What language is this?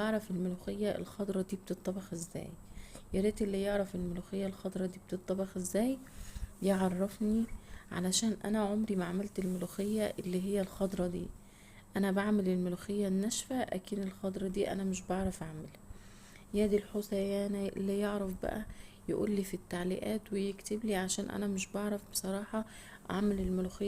Egyptian Arabic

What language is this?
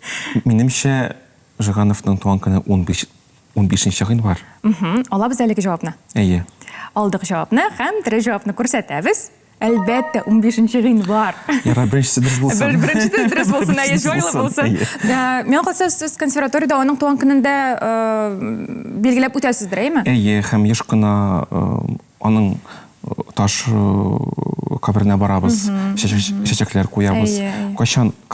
Tatar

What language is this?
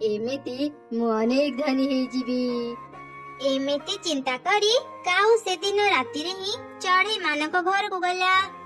Odia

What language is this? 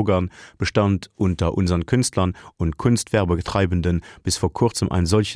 Luxembourgish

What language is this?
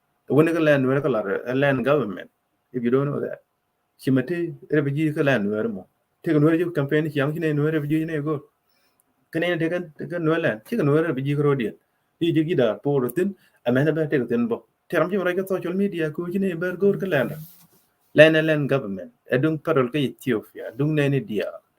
Nuer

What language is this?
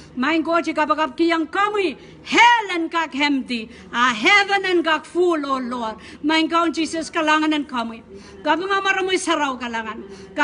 Pohnpeian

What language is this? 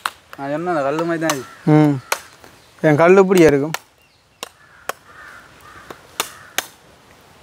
Tamil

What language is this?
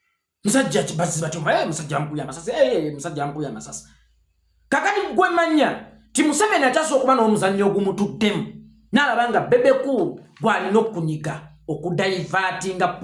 Ganda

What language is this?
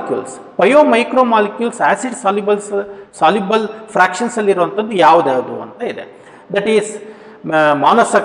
Kannada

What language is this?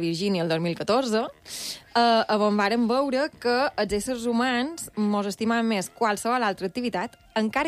Catalan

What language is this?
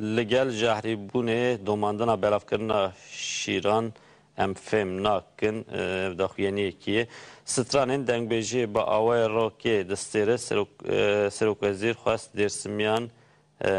Kurdish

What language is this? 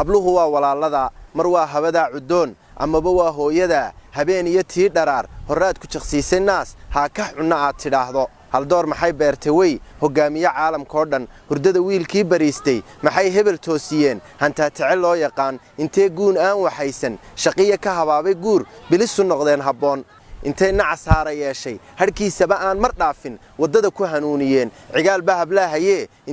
Somali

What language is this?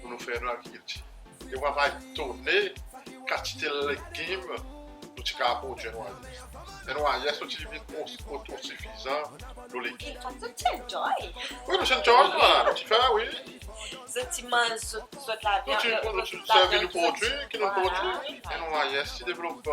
Seselwa Creole French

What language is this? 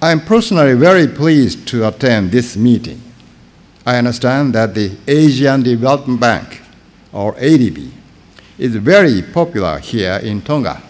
Tongan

